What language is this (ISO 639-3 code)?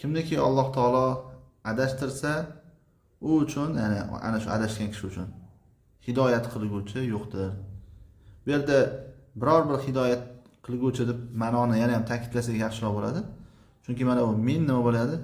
uzb